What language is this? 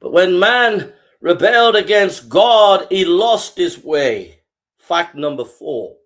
English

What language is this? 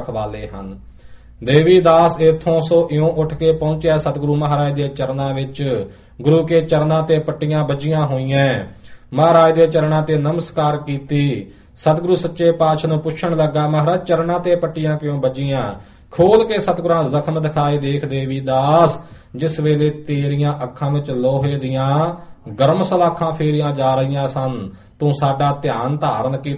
Punjabi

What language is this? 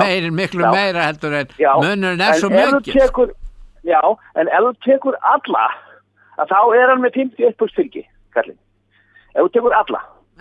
Icelandic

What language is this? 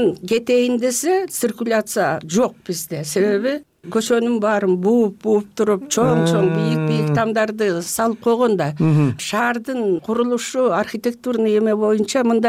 Kyrgyz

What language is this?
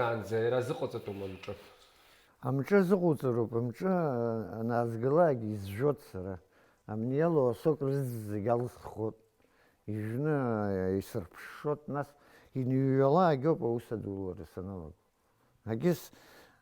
Abkhazian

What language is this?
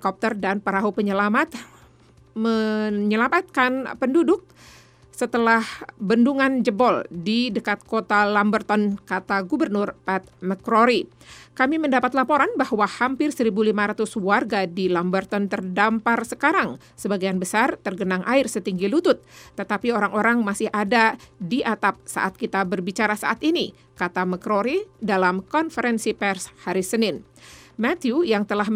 Indonesian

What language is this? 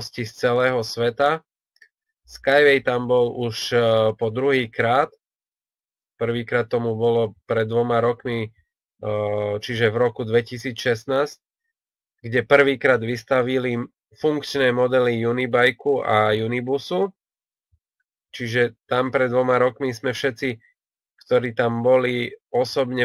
Slovak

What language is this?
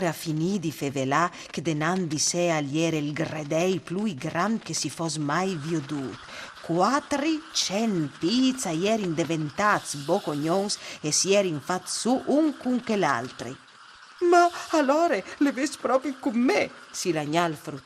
Friulian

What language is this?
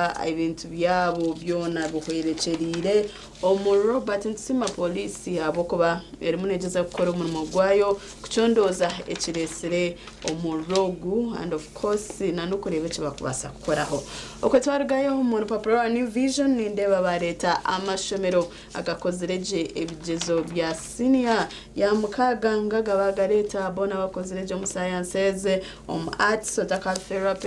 Nyankole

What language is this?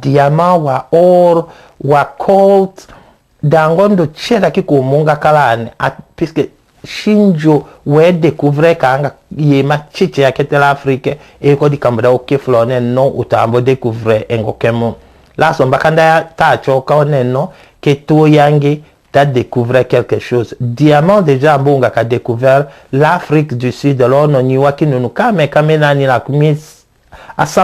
Tetela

